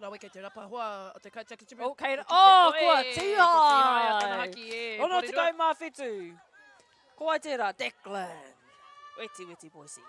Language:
Māori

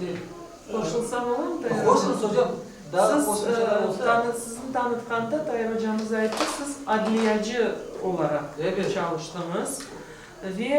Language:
Crimean Tatar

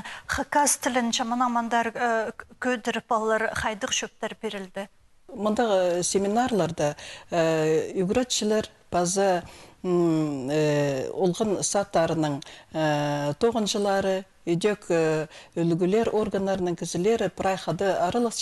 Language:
Khakas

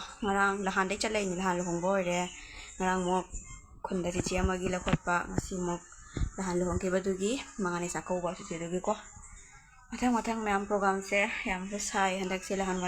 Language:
Manipuri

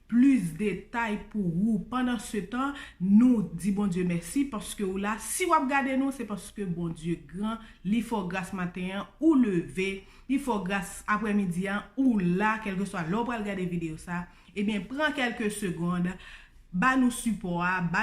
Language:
Haitian Creole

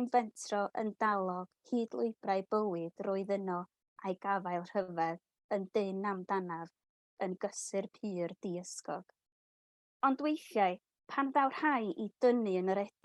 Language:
Welsh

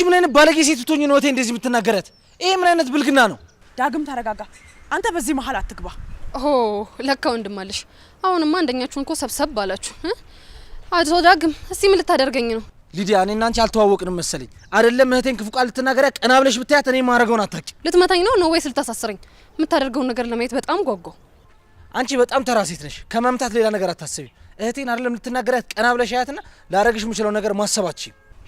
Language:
Amharic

